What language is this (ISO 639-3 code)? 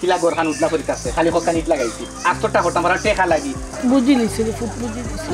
syl